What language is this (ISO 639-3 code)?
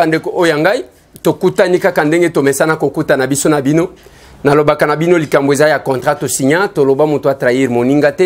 lin